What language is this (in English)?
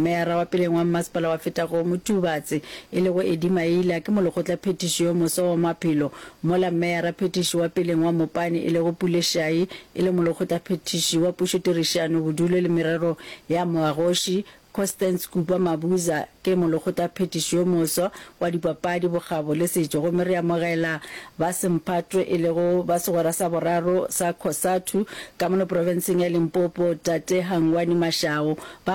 Northern Sotho